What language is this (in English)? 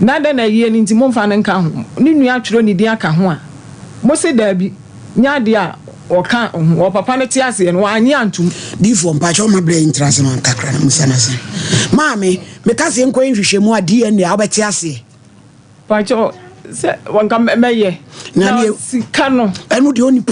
Akan